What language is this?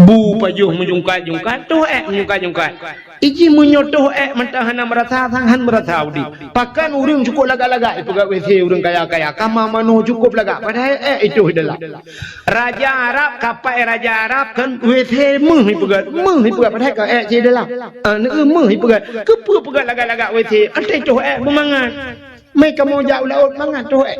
Achinese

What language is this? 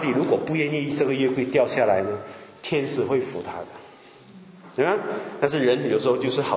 Chinese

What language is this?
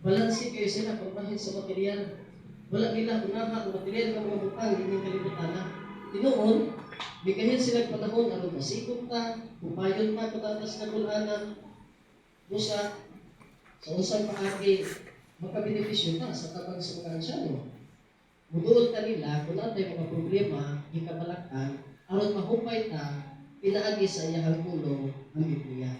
Cebuano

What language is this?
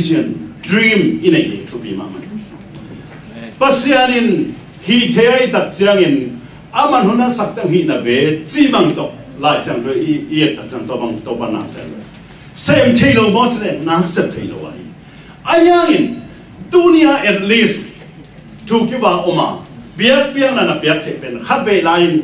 Tedim Chin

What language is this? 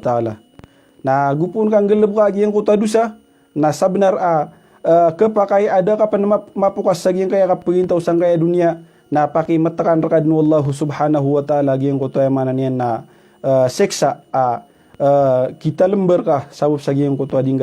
Maranao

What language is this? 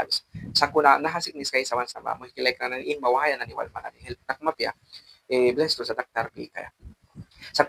Mískito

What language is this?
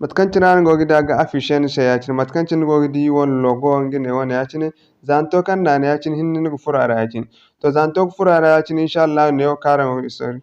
Zarma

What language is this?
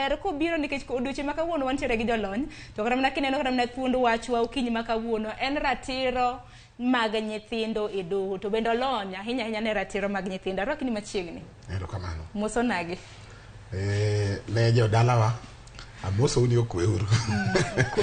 Luo (Kenya and Tanzania)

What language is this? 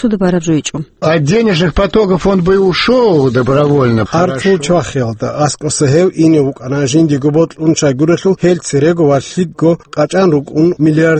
Avaric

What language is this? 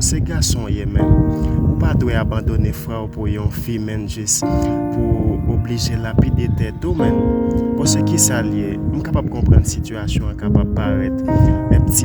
Haitian Creole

